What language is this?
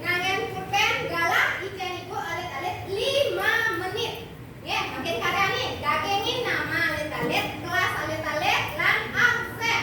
Balinese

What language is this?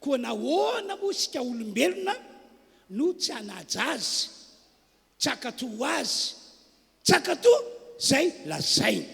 Malagasy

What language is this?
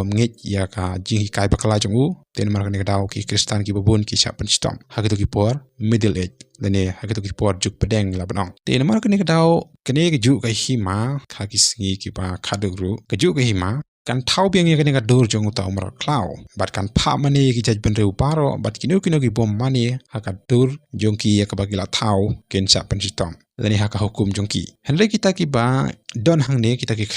Khasi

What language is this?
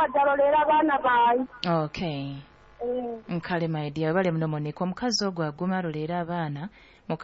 Nyoro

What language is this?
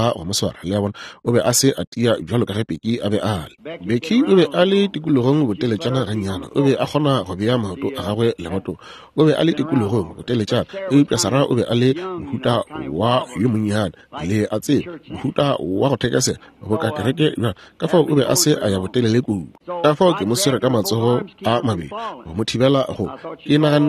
Northern Sotho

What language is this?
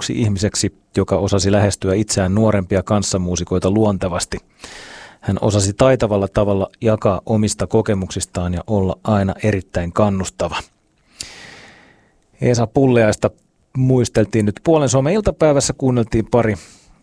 Finnish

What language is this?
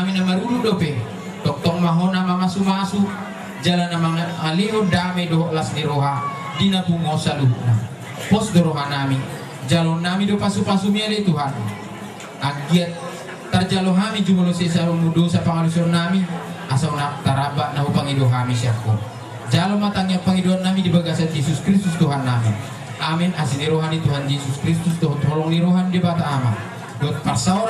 Batak Toba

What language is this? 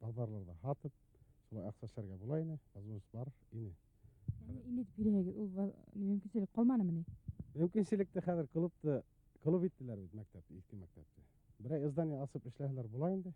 Bashkir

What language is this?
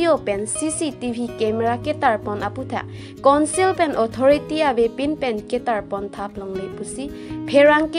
Karbi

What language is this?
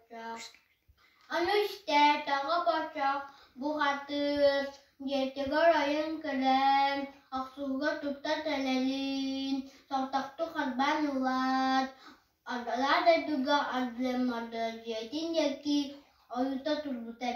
Yakut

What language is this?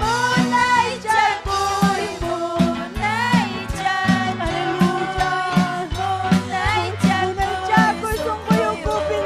Ayacucho Quechua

